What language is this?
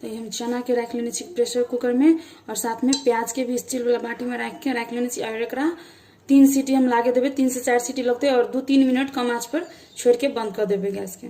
Maithili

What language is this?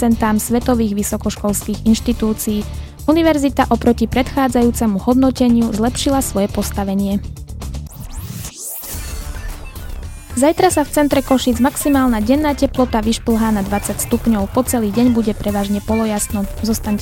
Slovak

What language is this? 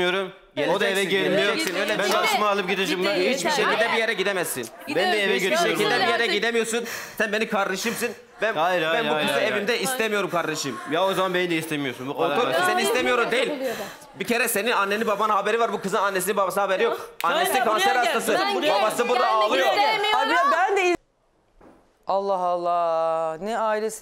Turkish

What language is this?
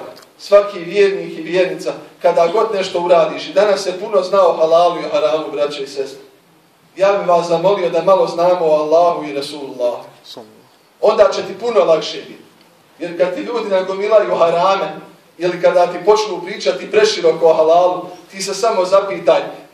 Bosnian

